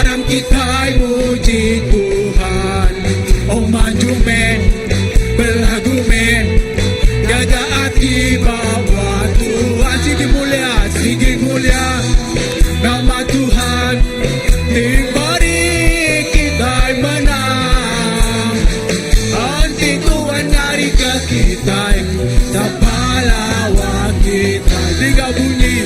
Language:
Iban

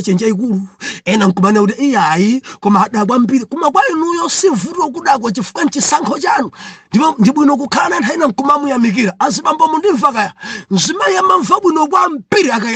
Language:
Nyanja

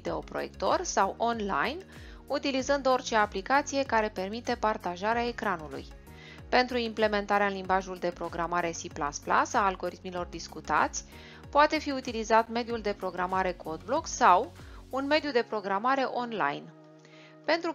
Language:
Romanian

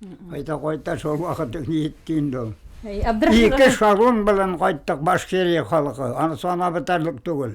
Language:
Bashkir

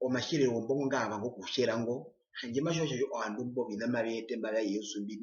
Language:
Herero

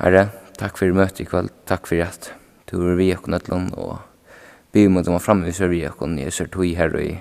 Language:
Faroese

